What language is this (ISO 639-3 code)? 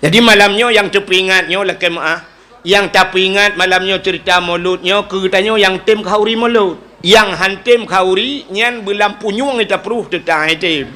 ace